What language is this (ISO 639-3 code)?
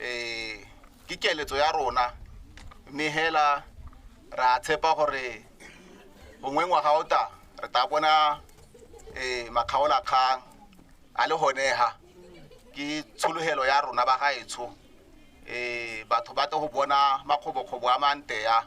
tsn